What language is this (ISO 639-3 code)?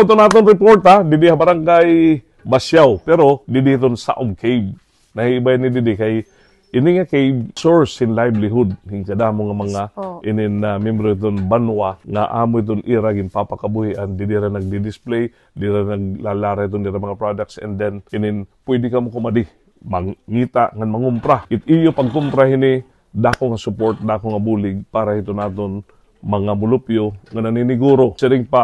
war